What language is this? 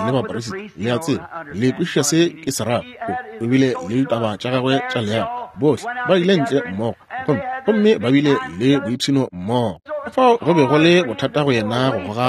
Northern Sotho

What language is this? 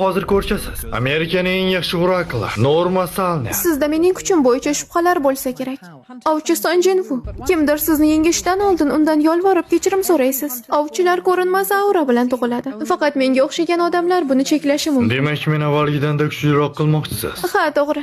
Uzbek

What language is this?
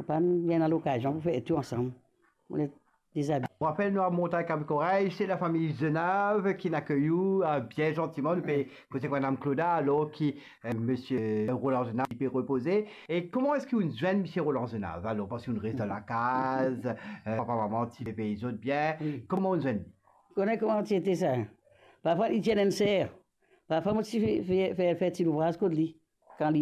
Morisyen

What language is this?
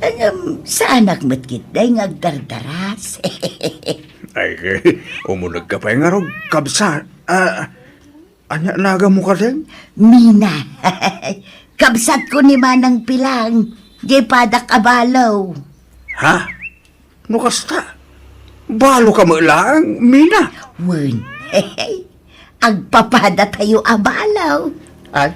Iloko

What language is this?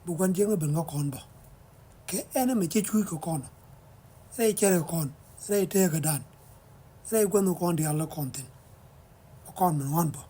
Nuer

